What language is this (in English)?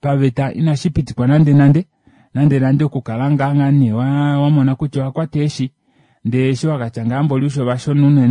Kuanyama